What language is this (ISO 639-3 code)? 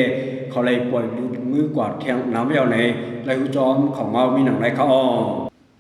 shn